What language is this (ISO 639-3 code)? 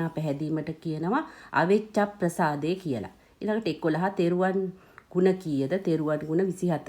sin